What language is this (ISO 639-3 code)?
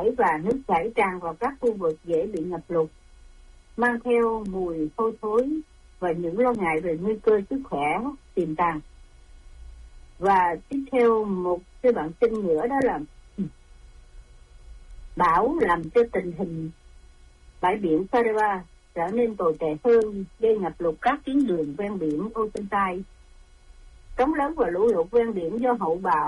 vie